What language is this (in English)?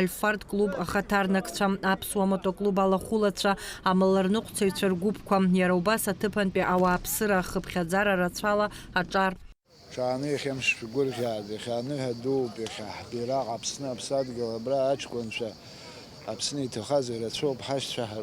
Abkhazian